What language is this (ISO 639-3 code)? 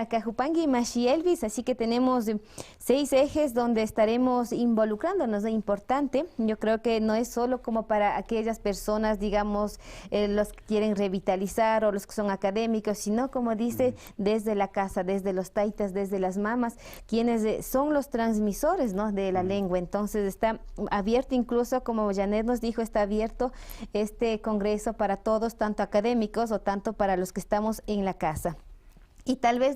qvi